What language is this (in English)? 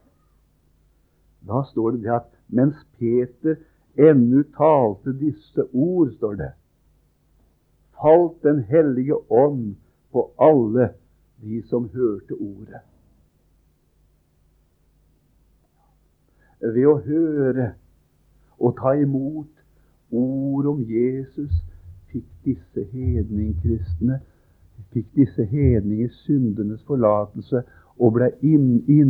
Norwegian